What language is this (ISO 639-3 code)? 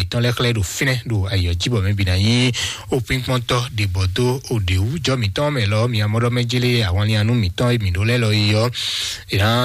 fon